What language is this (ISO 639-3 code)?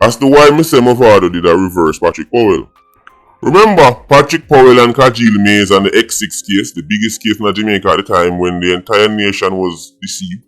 jam